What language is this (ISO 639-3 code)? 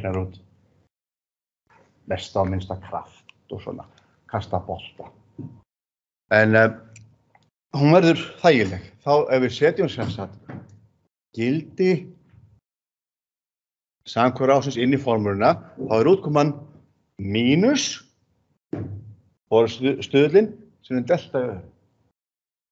isl